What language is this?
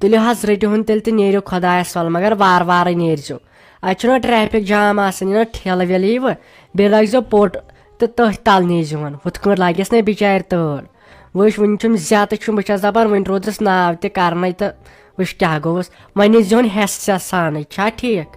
Kashmiri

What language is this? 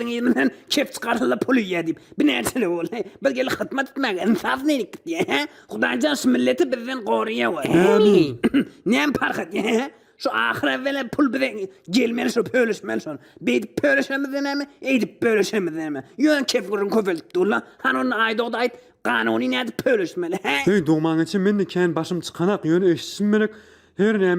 Turkmen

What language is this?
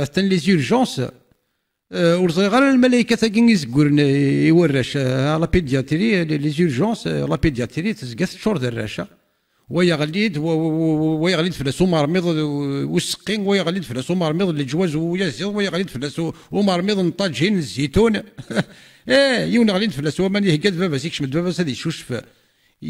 Kabyle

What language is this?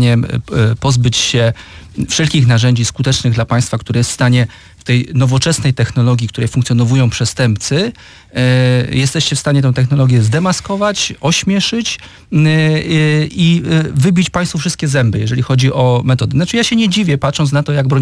Polish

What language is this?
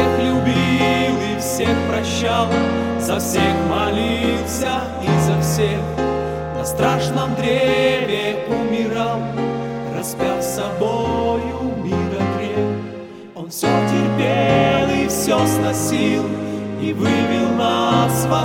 Russian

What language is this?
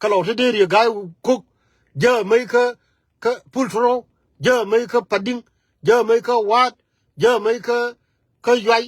Nuer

